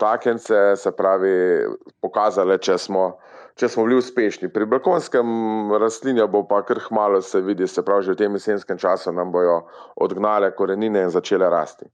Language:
Slovenian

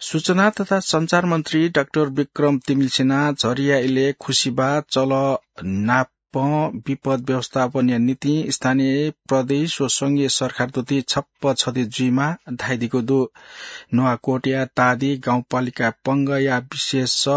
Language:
Newari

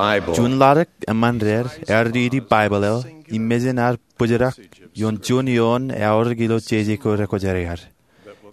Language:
Marshallese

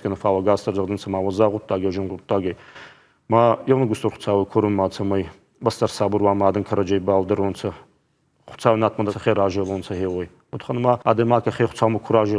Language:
Ossetic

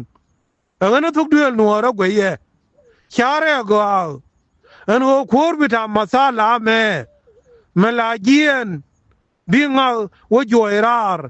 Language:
Nuer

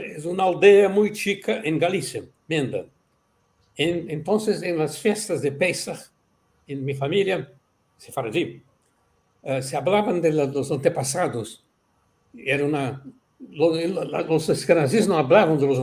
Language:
Ladino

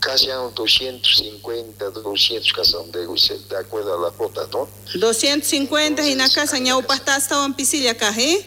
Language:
South Bolivian Quechua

